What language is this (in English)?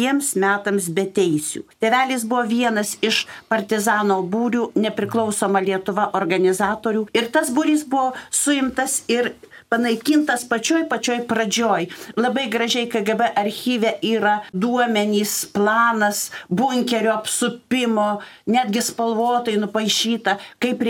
Lithuanian